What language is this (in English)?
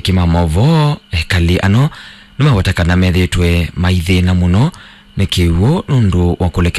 Kamba